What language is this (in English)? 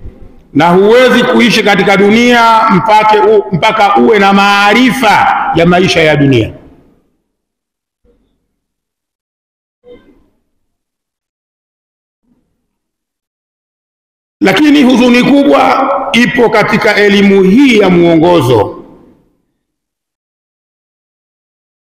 Swahili